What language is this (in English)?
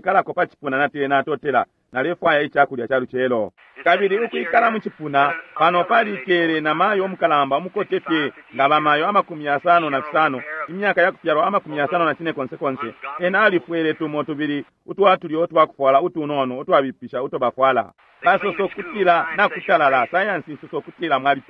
Bemba